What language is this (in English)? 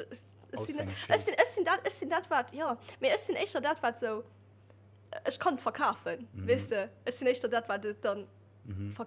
Luxembourgish